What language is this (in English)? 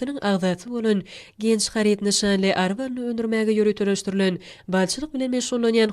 Turkmen